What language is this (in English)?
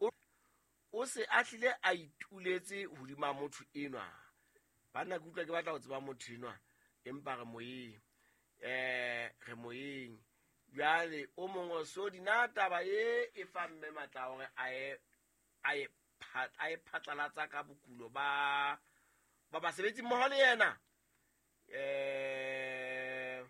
Southern Sotho